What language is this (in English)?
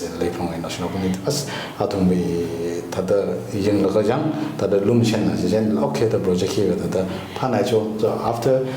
Tangkhul Naga (India)